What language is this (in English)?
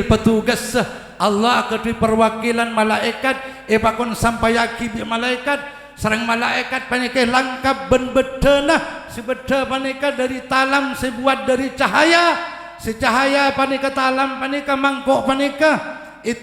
Madurese